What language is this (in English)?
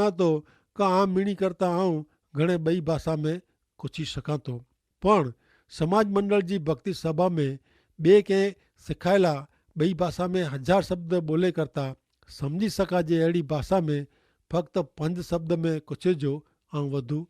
Kachhi